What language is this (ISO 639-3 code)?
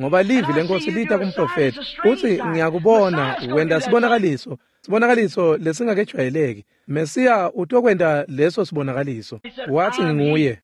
ssw